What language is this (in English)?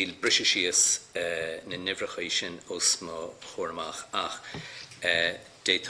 Irish